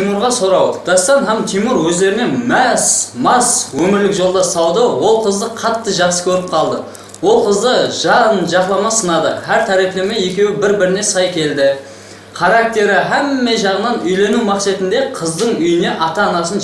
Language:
Kara-Kalpak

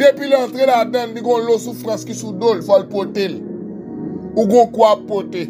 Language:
Haitian Creole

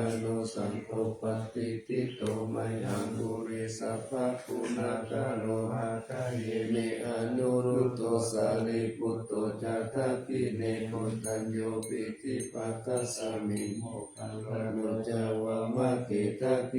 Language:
Pali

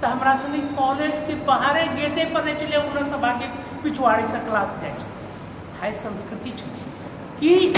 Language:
Angika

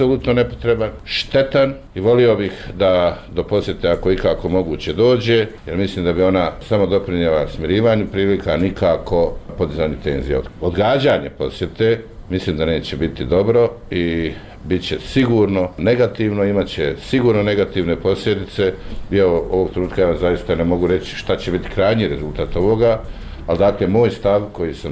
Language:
Bosnian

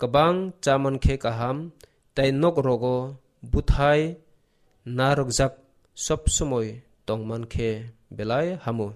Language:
Kok Borok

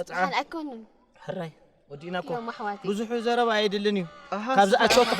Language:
Tigrinya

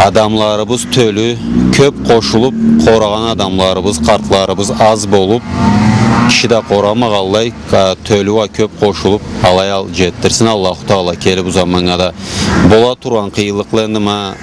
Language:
Karachay-Balkar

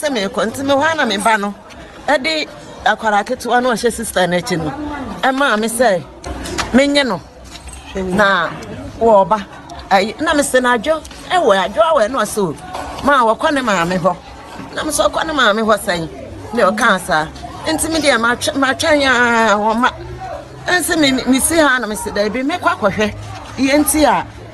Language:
Akan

